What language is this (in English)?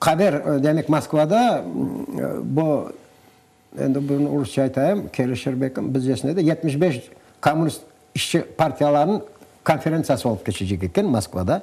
Crimean Tatar